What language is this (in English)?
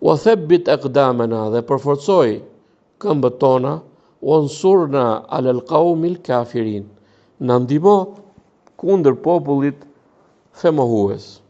Albanian